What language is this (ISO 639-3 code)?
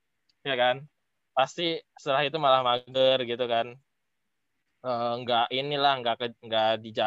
ind